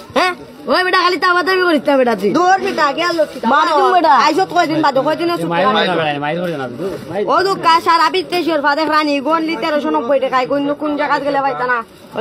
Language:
Sylheti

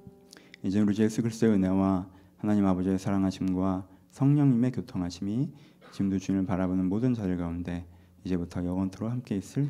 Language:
Korean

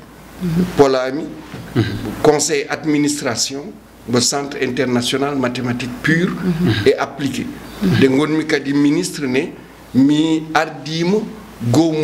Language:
Fula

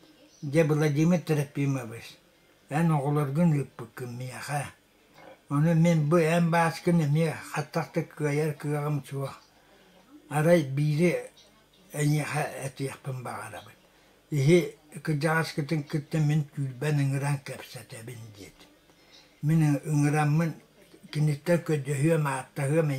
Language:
Yakut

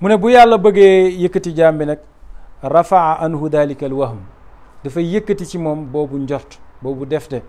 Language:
Wolof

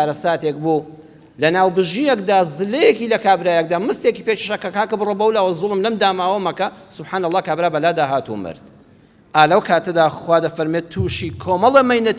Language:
Central Kurdish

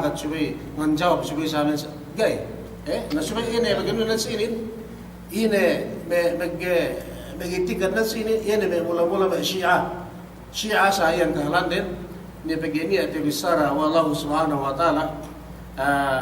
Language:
Yakan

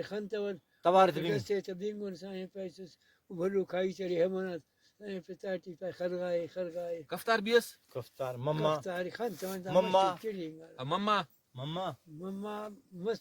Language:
Brahui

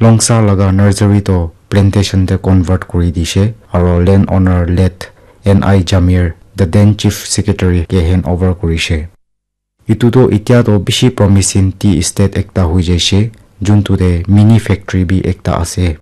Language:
Naga Pidgin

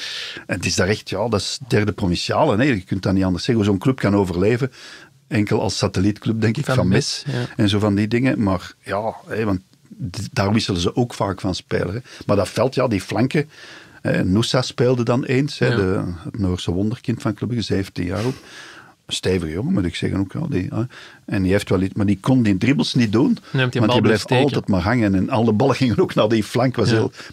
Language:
Dutch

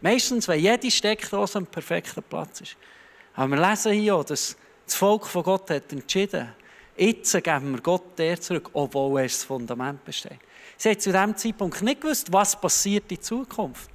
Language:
Swiss German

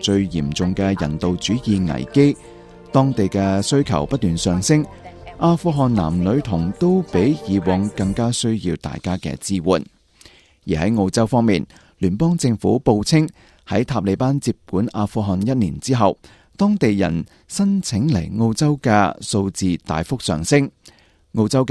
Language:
Cantonese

